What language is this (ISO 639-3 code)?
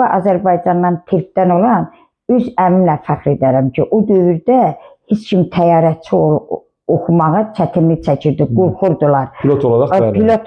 aze